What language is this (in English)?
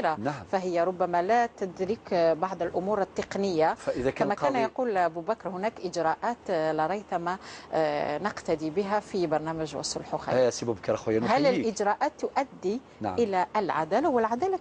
Algerian Arabic